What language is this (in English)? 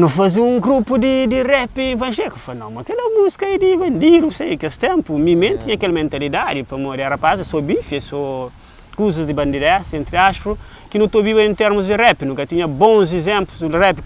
Kabuverdianu